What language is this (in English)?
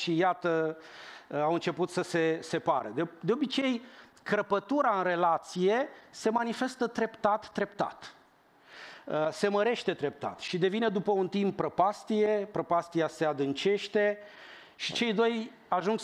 Romanian